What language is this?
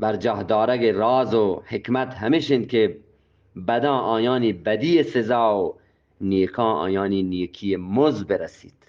Eastern Balochi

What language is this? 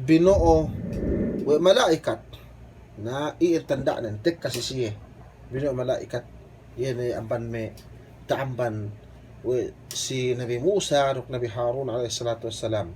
Yakan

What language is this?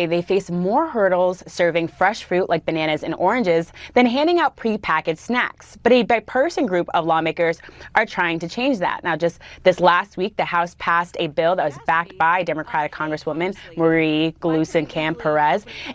English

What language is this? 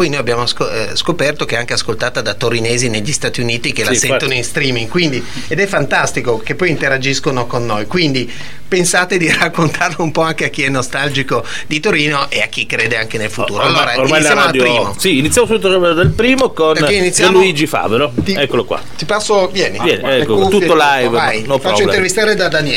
Italian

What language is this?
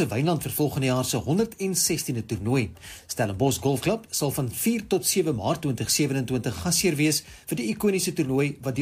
Afrikaans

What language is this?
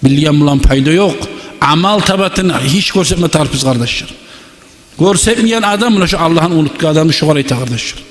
Kumyk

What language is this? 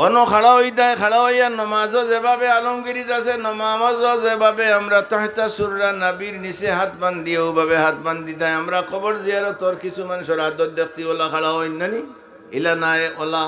Sylheti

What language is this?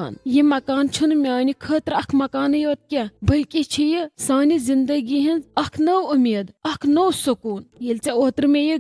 Kashmiri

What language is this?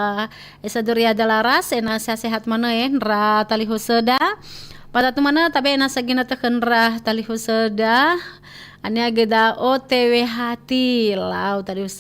Nias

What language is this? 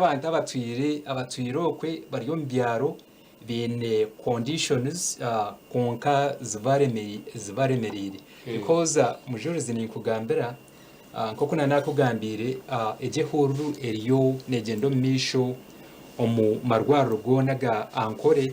Nyankole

